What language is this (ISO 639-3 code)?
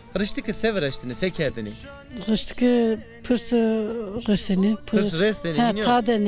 zza